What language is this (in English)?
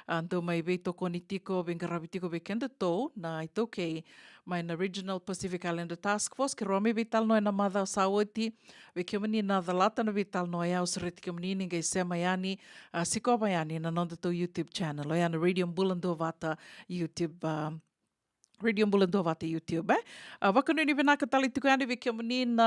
Fijian